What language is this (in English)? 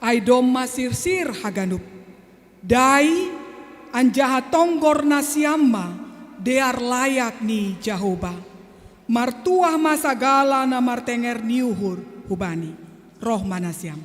Batak Simalungun